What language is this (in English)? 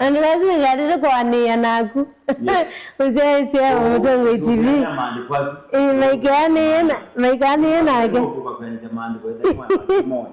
Kamba